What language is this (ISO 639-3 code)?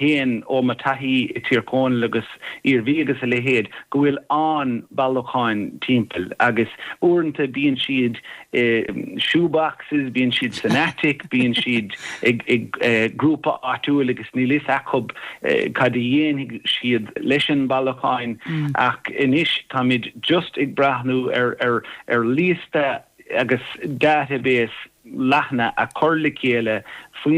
gle